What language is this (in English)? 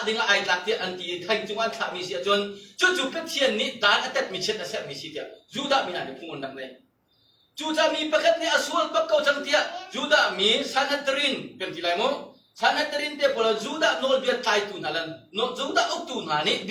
Hakha Chin